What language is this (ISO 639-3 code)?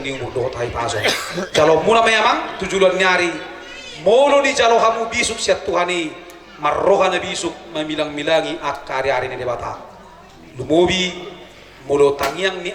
bbc